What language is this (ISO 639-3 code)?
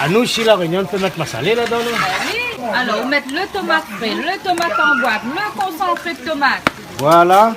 rcf